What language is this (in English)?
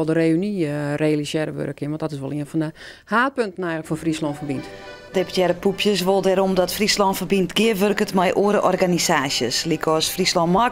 Western Frisian